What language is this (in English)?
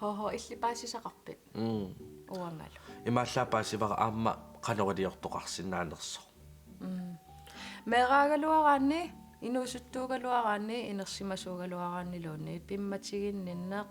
Kalaallisut